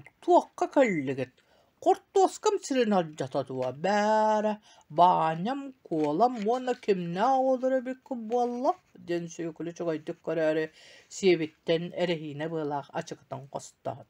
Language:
Yakut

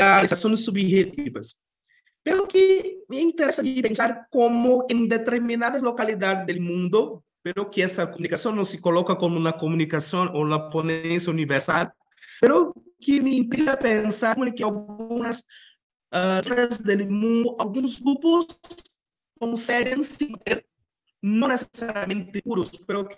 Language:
Spanish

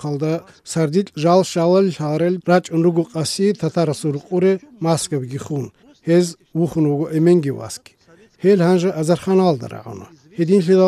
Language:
Avaric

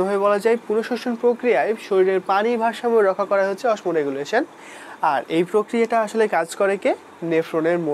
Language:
Bangla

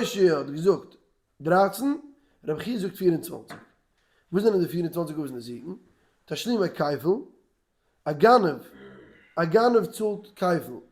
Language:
Yiddish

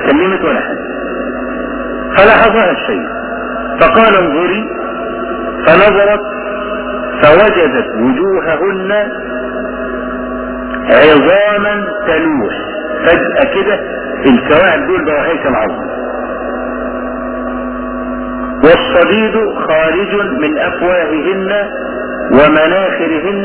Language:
Arabic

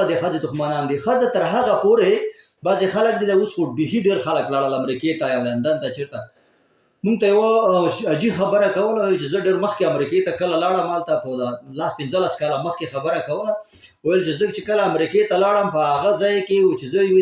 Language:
Pashto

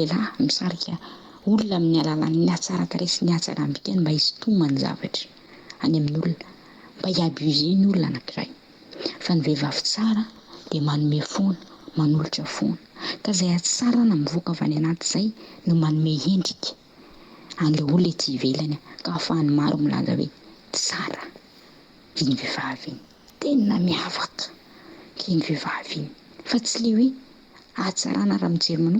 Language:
Malagasy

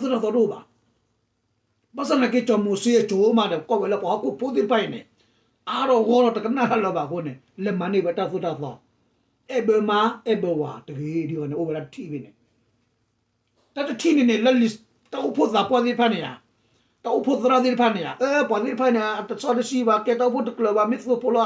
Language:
S'gaw Karen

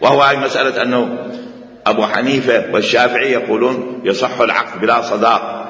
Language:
Mesopotamian Arabic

